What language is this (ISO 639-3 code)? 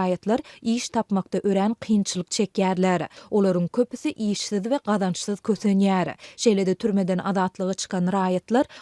tuk